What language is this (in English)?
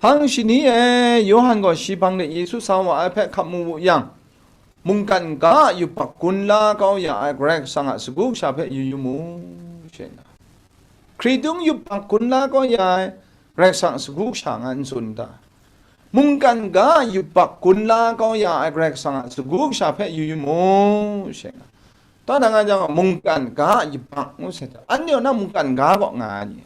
Kachin